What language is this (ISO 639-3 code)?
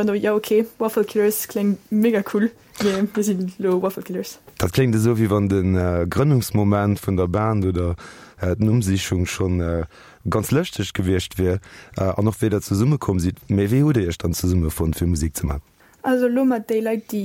ltz